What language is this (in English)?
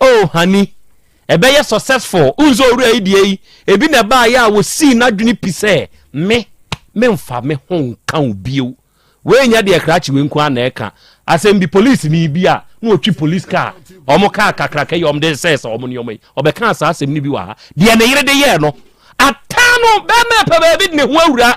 Akan